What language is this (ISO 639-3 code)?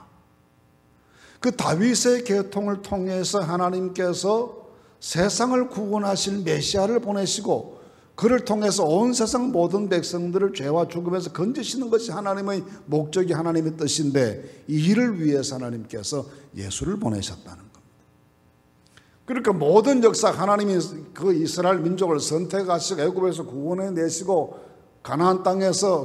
kor